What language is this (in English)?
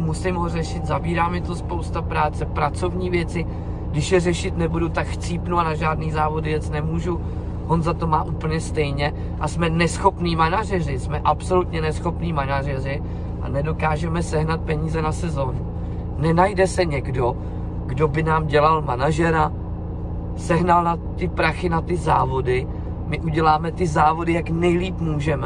Czech